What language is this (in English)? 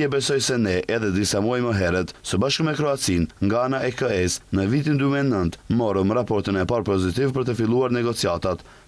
Albanian